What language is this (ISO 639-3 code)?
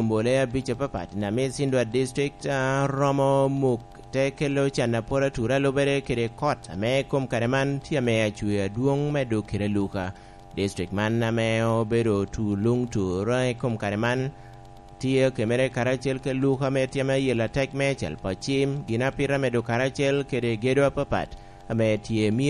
laj